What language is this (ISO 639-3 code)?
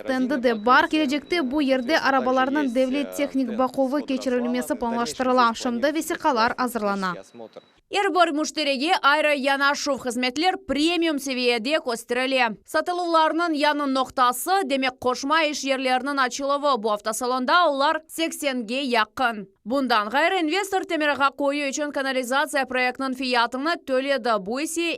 crh